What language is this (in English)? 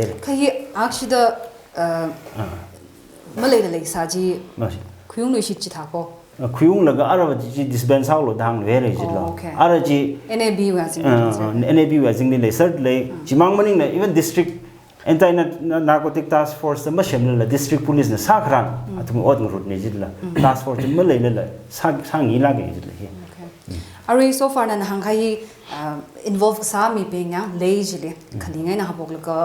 Tangkhul Naga (India)